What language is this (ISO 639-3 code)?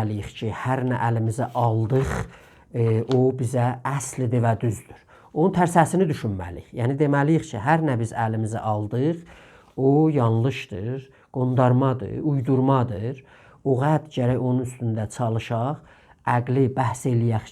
azb